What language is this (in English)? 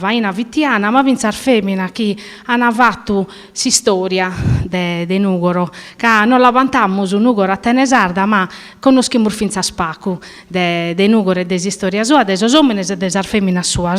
Sardinian